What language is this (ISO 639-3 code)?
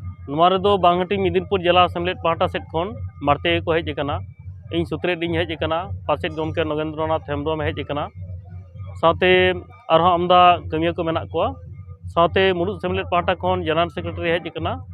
sat